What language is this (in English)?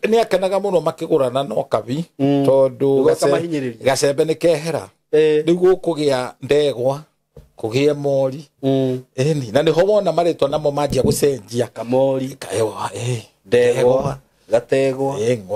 Kikuyu